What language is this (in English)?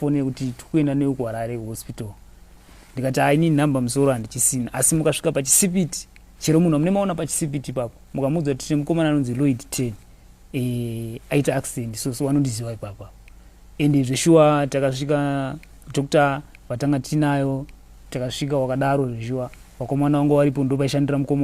Shona